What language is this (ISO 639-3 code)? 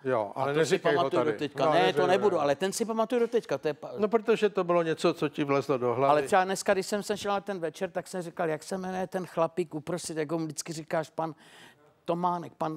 ces